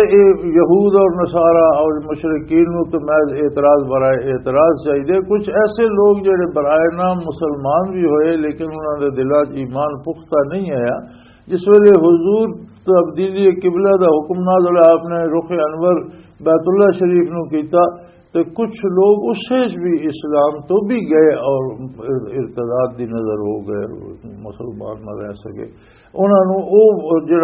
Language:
Western Panjabi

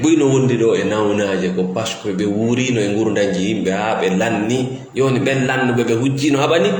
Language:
Fula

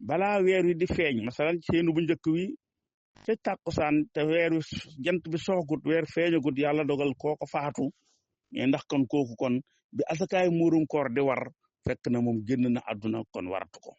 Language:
Wolof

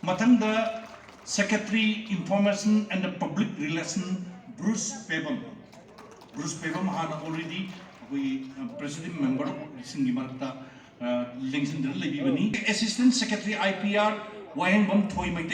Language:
Manipuri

